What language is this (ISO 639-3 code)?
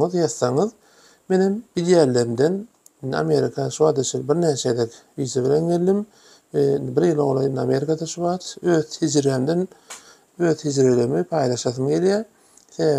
tuk